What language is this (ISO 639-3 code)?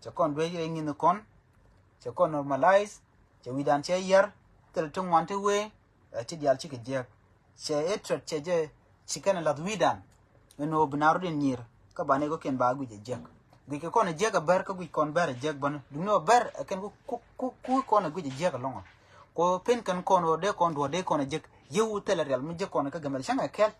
nus